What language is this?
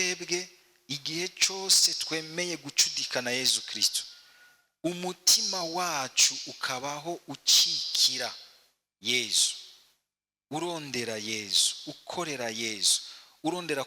Rundi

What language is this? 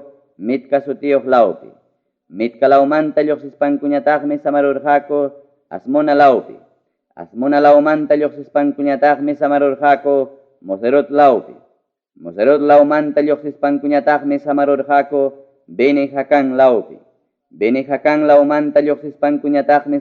Ayacucho Quechua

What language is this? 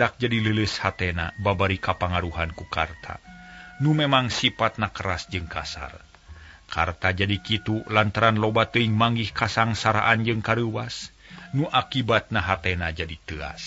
Sundanese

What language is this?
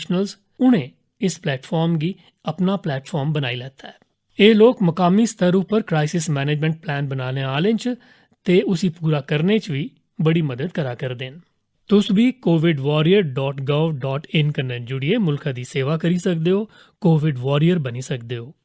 Dogri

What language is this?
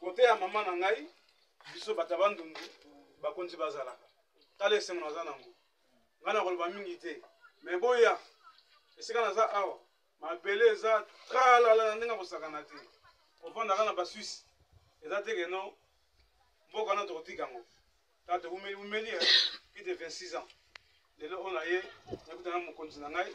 Lingala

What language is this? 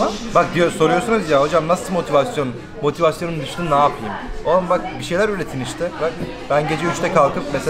Turkish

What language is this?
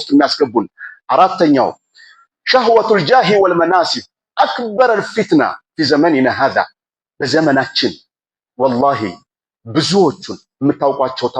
Amharic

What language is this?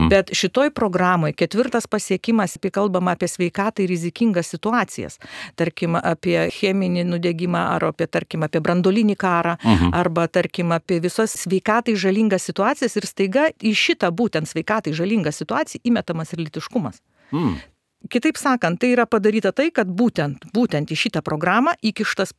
Lithuanian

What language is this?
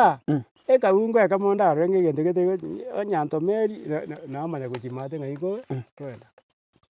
Gusii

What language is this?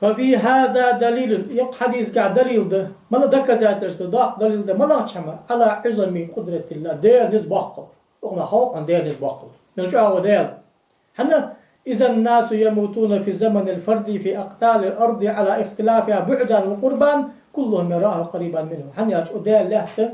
Ingush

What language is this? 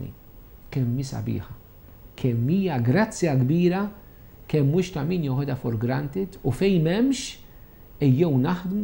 Maltese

